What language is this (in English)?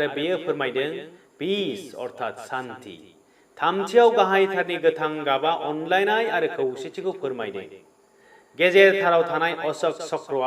Bodo